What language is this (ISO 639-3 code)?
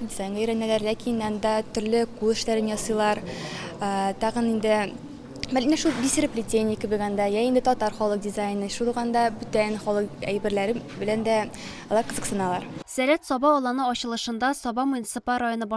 tat